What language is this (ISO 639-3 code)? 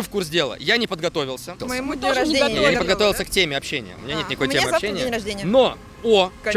rus